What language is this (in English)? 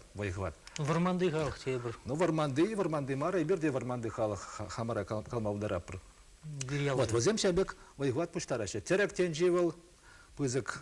Chuvash